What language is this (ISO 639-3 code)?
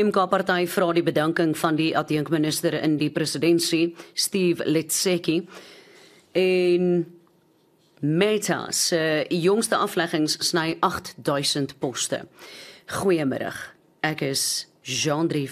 afr